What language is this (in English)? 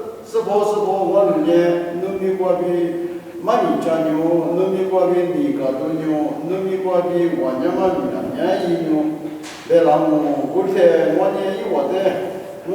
Lisu